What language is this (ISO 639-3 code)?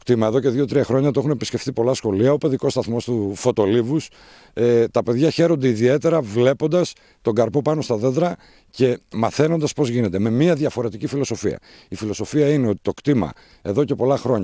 ell